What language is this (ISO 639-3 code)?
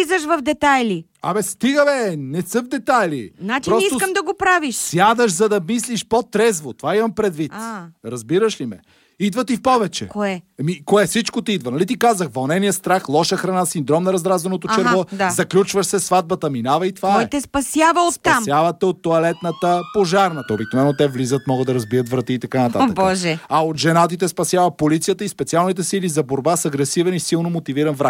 bul